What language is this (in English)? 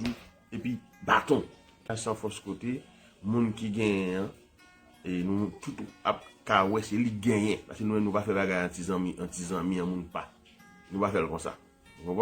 Haitian Creole